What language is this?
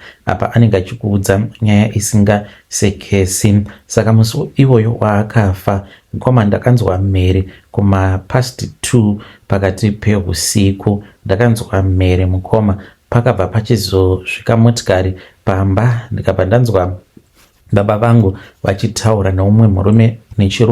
Shona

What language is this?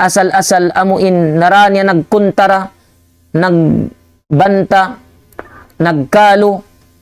Tausug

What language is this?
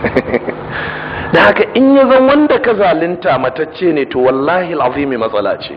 Hausa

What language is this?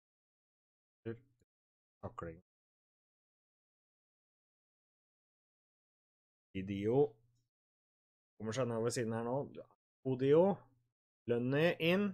Norwegian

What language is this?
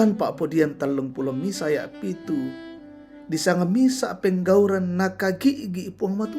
Toraja-Sa'dan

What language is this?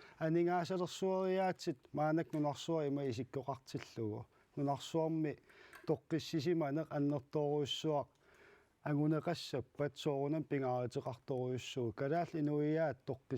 Kalaallisut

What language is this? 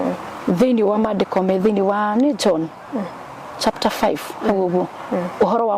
Kikuyu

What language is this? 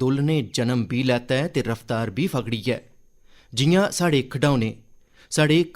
Dogri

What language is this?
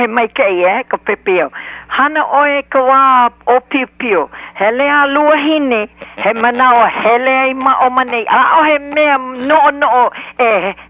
Hawaiian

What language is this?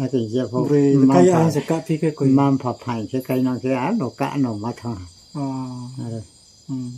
Riang (India)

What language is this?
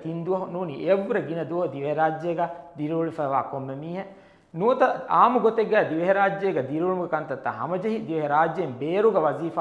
Divehi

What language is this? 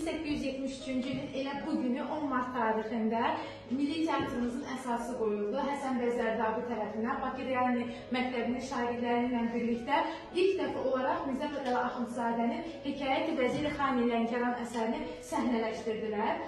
Azerbaijani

